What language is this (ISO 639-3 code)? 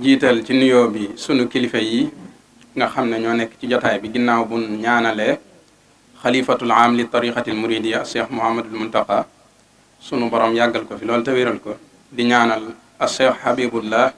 wol